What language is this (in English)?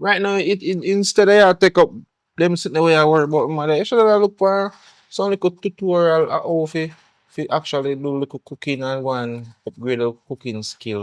Jamaican Creole English